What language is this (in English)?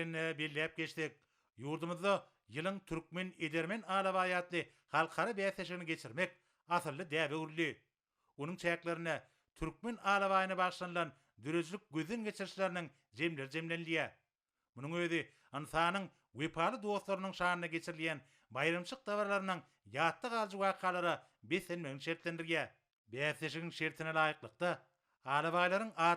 Turkmen